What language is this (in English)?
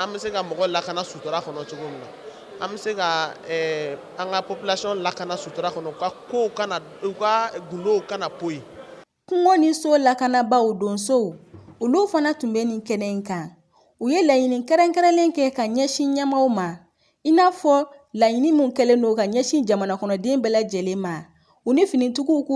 Bambara